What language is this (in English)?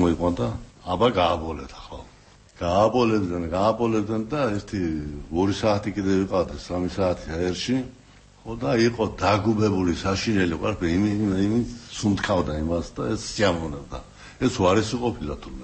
Georgian